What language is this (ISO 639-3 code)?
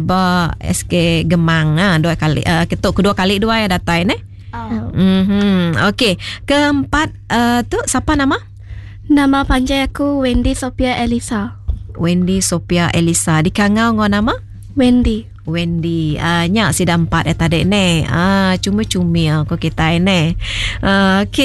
iba